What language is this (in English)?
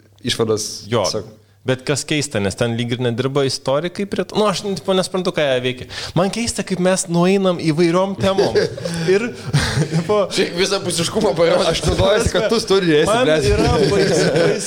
Lithuanian